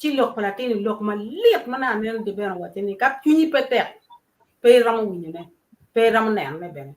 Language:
Acoli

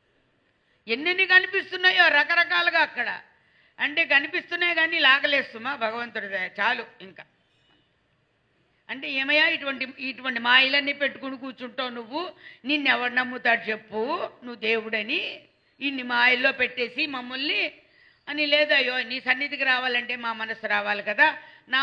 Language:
Telugu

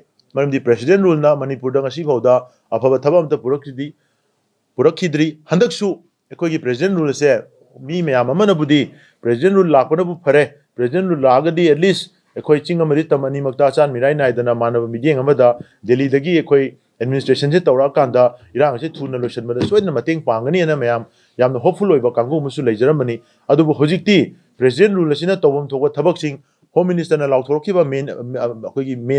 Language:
Manipuri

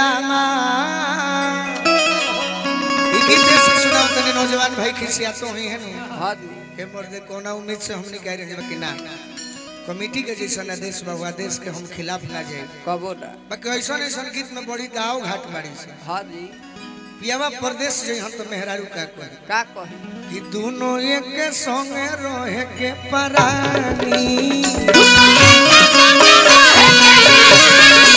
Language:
Bhojpuri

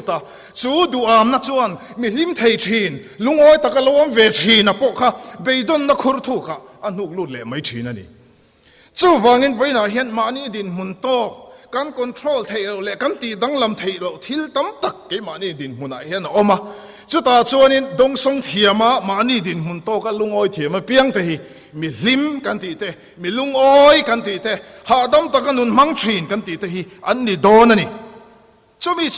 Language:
Mizo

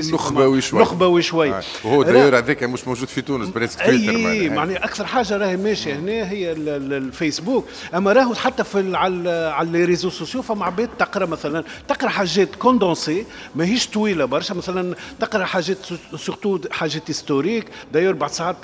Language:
Tunisian Arabic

